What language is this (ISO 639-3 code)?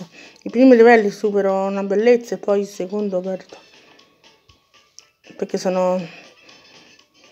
ita